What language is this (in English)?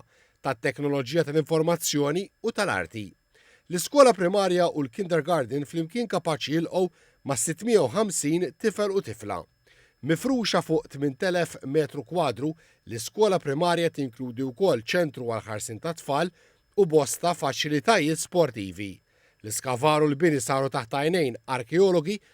Maltese